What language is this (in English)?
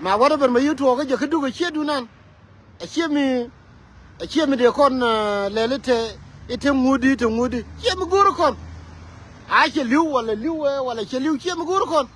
Nuer